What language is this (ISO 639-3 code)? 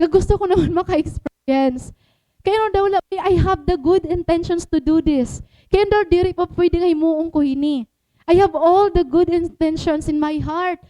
war